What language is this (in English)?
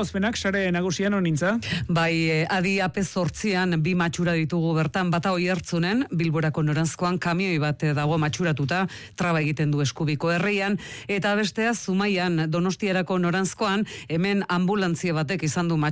Basque